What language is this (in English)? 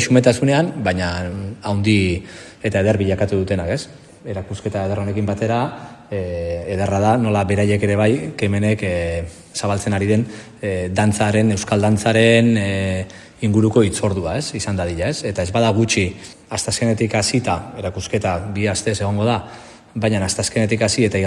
Basque